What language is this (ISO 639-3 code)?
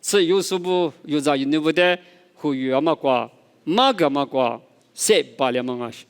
lis